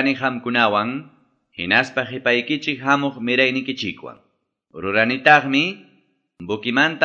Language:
Quechua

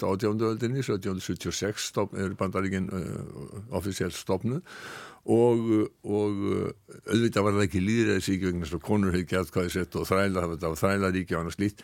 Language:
Icelandic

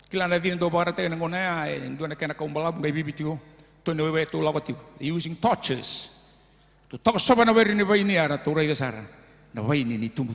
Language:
Fijian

